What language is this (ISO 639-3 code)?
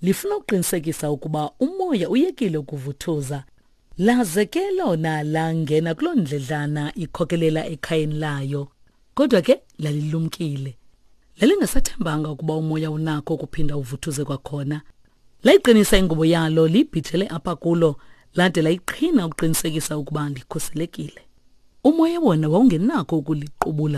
xho